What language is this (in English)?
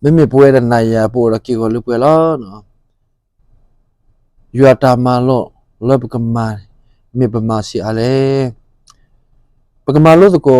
S'gaw Karen